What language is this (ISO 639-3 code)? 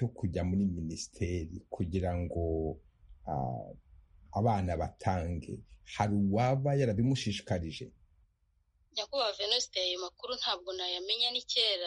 kin